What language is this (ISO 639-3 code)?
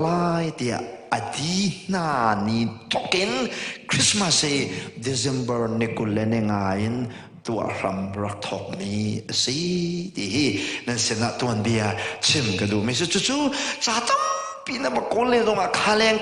cnh